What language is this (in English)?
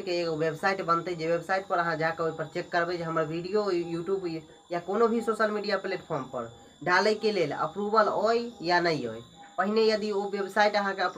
Maithili